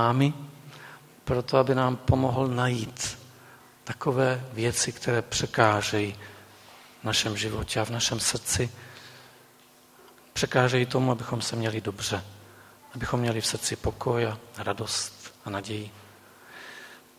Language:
Czech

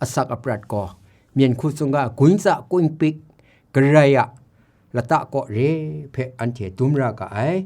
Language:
Kachin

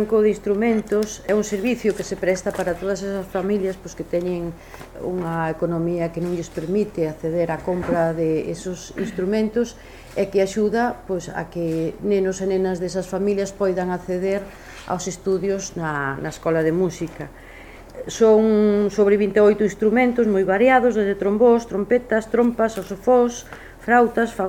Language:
Galician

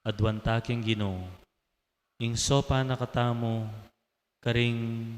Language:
Pampanga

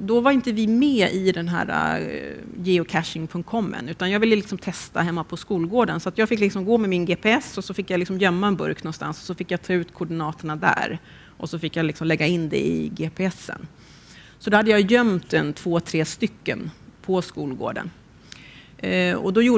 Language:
Swedish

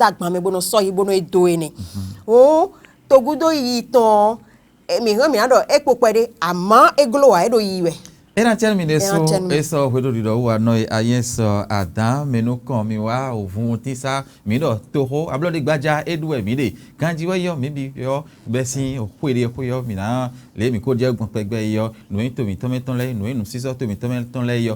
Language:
Fon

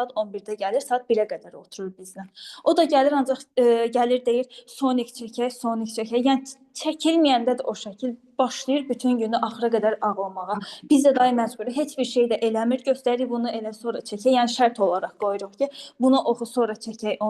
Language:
Azerbaijani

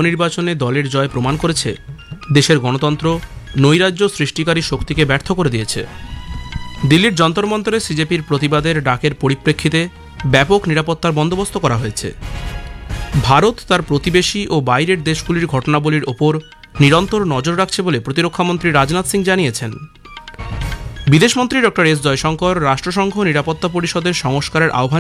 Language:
Bangla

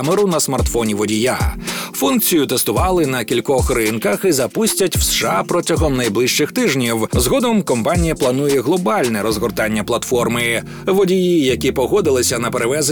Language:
Ukrainian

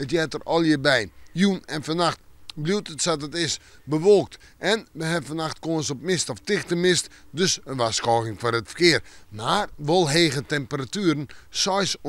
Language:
Western Frisian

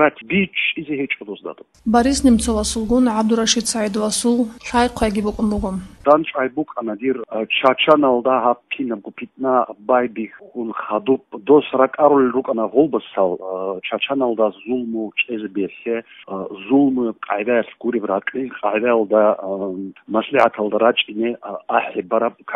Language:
Avaric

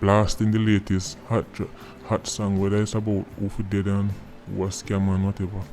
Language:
Jamaican Creole English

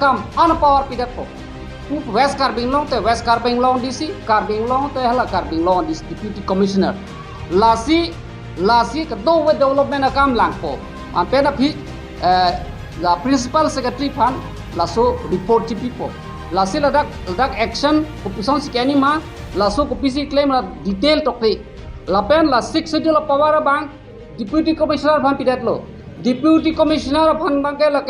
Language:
Karbi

